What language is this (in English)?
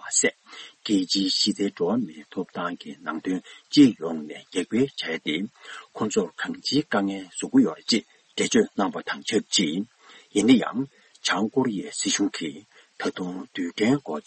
Tibetan